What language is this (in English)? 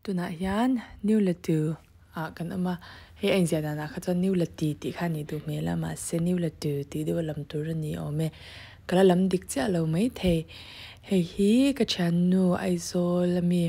Mizo